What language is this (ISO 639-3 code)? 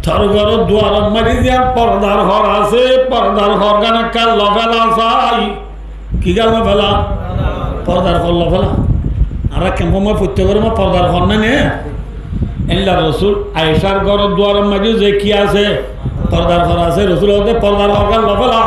rhg